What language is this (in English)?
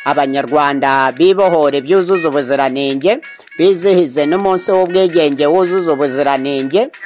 Kinyarwanda